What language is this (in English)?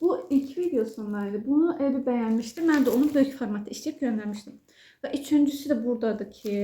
Azerbaijani